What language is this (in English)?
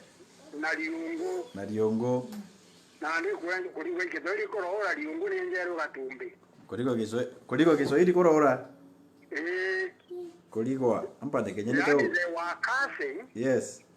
Meru